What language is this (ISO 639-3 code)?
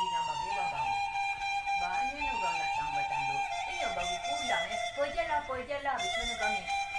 min